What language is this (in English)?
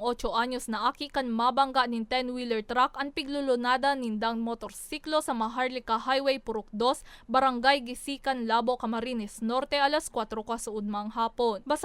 Bikol